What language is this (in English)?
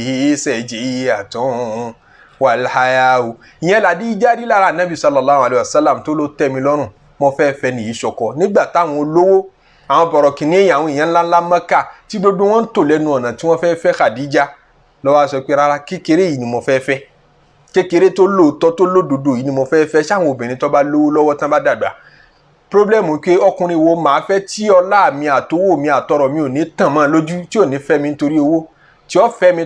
Yoruba